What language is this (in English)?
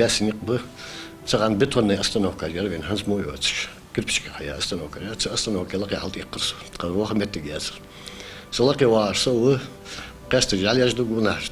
Ingush